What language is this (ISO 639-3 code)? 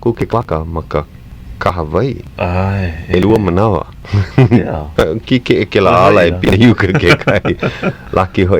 haw